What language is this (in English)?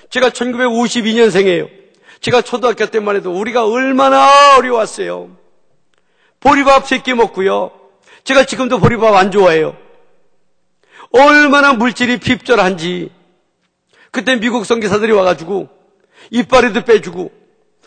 Korean